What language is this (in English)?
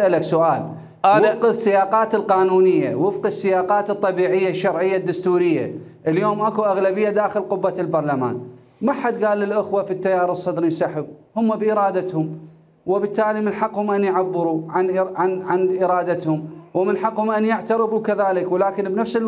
Mesopotamian Arabic